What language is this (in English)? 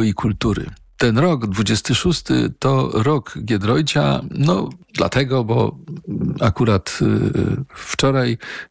Polish